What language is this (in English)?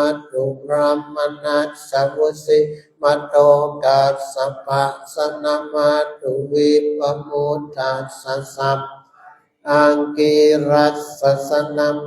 Pali